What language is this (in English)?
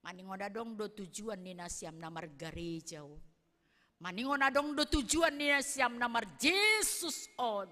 Batak Simalungun